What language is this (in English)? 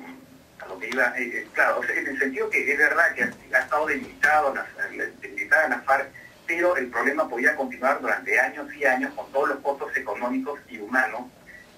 Spanish